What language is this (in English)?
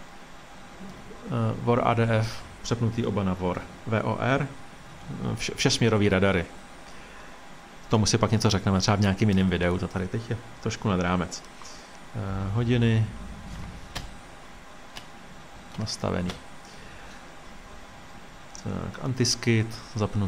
Czech